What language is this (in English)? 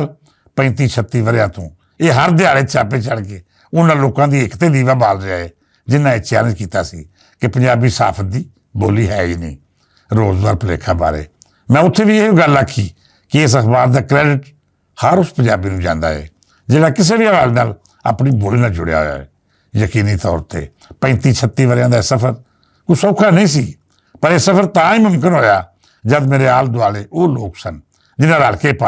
Western Panjabi